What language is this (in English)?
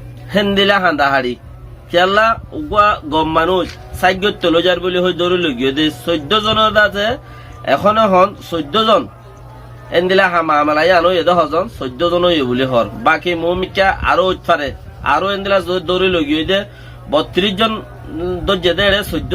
Rohingya